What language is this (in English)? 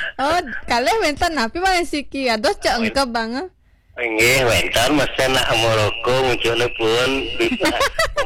Balinese